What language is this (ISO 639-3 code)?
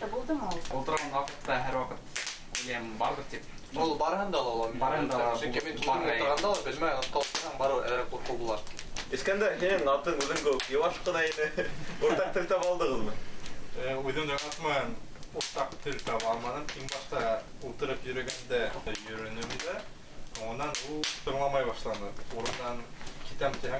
bak